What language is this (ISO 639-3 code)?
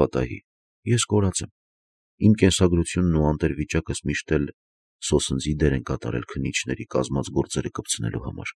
hye